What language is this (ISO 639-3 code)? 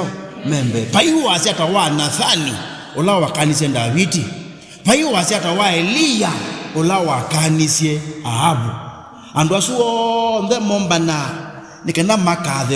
kam